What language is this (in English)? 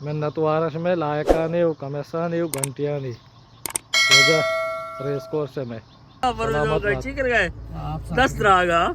Baluchi